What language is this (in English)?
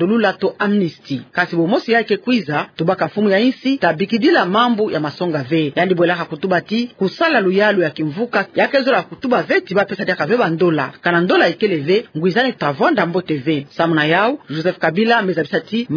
Kituba (Democratic Republic of Congo)